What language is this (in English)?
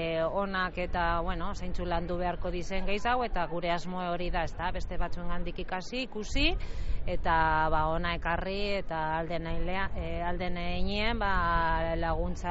Basque